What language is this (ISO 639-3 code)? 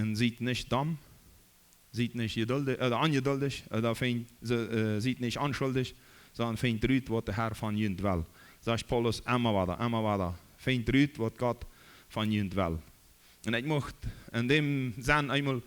pdt